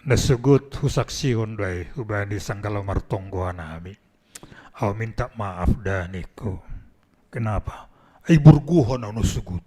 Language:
Batak Simalungun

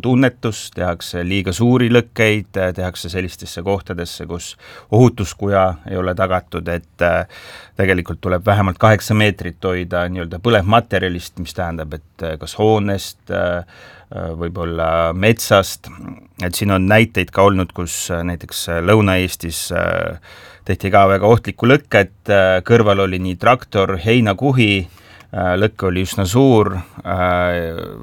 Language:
Estonian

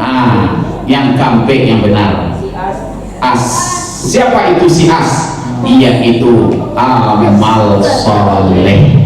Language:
Minangkabau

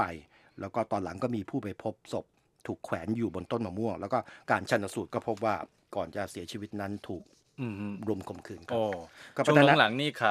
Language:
Thai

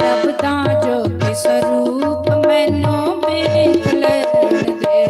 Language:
Dogri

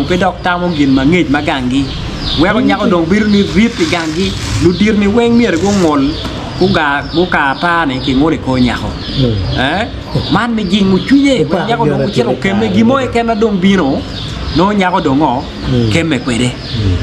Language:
Acoli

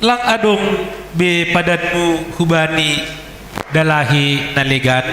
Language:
Batak Simalungun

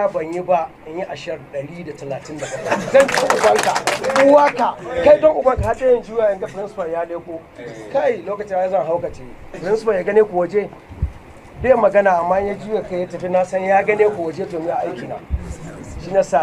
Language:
Hausa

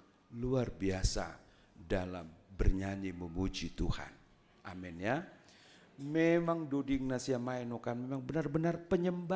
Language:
Batak Simalungun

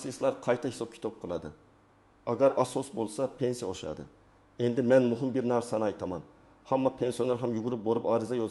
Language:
Uzbek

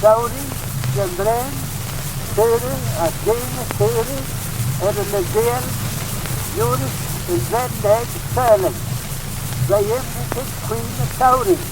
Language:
Manx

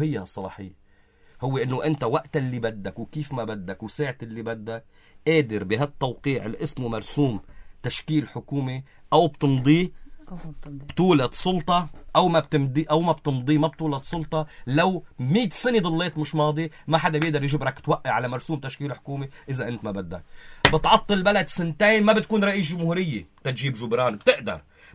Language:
North Levantine Arabic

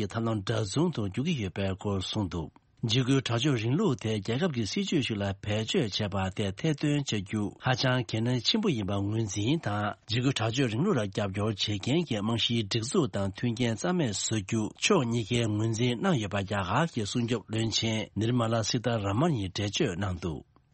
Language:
Tibetan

